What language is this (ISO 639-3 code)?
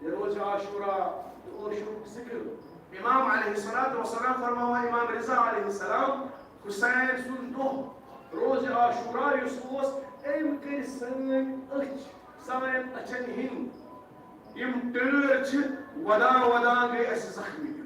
kas